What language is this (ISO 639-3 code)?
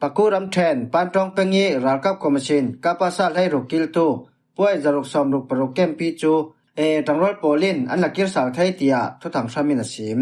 cfm